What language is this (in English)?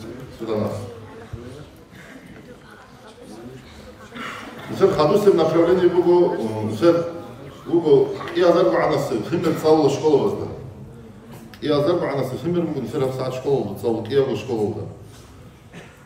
Avaric